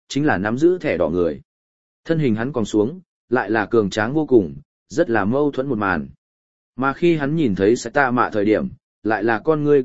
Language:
Vietnamese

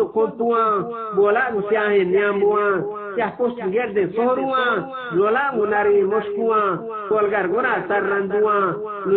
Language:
Eastern Balochi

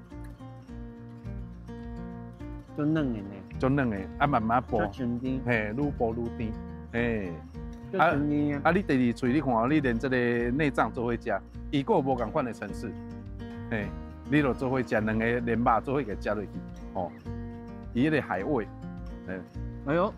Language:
Min Nan Chinese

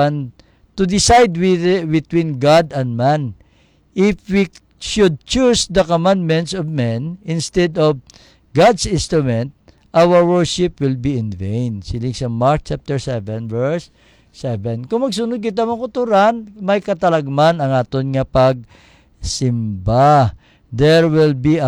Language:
Hiligaynon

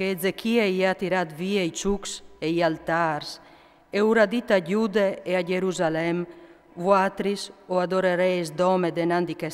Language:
Friulian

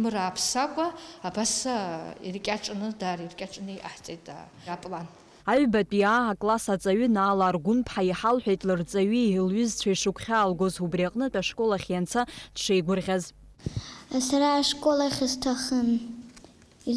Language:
Abkhazian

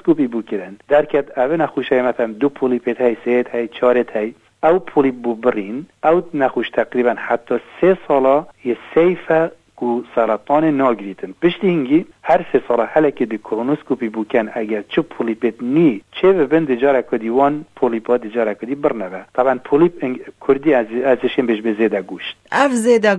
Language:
Kurdish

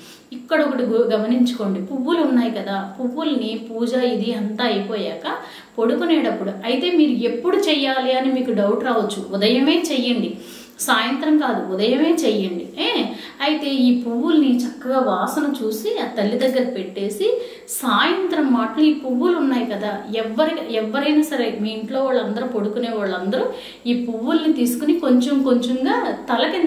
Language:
Telugu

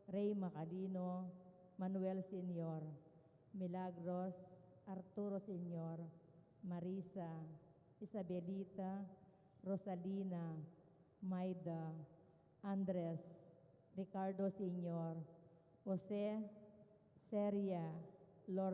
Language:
Pampanga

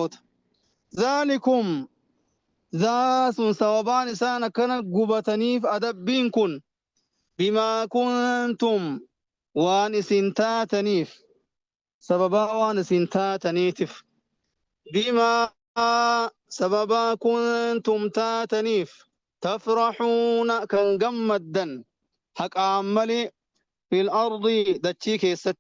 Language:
Oromo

